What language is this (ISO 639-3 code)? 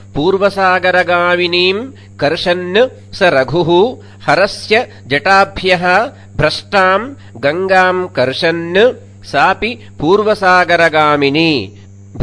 san